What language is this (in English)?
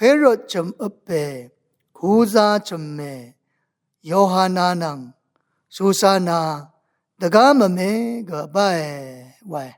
Rawang